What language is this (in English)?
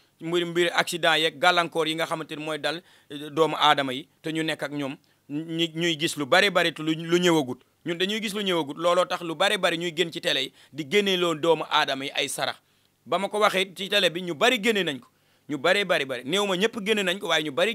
Wolof